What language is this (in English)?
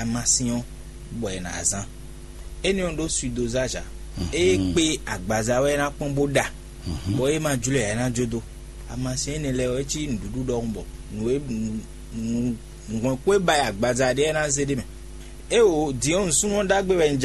Fon